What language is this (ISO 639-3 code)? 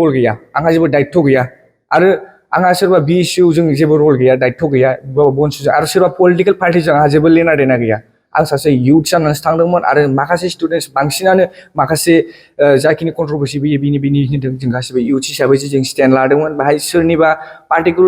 brx